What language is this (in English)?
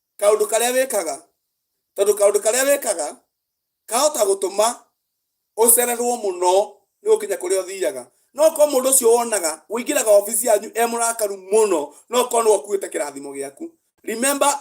Kikuyu